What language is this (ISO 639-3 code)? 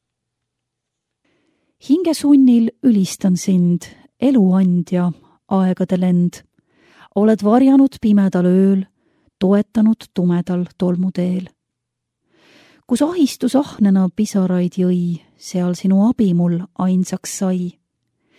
est